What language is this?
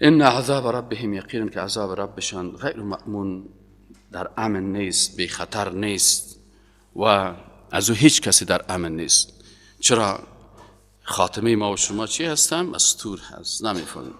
Persian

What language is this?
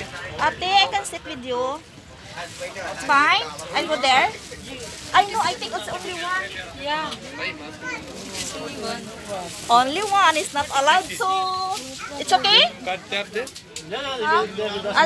Filipino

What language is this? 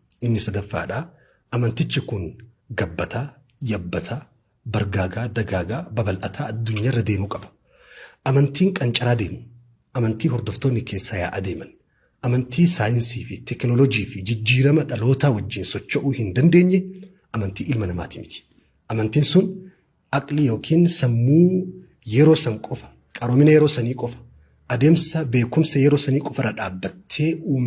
Oromo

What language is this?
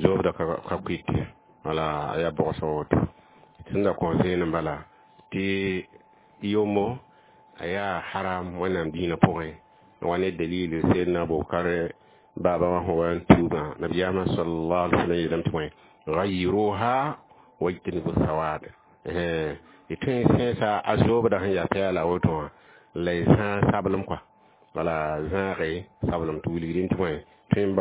Mossi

